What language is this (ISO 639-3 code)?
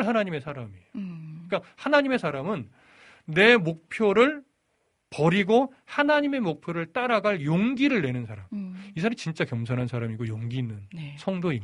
kor